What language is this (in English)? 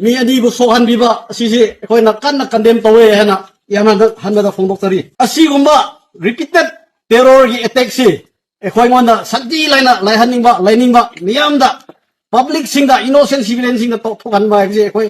Manipuri